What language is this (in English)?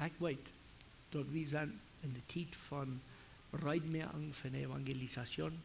Plautdietsch